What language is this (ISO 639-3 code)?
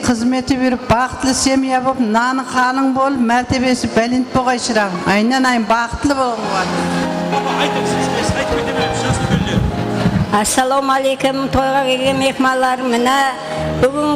kaa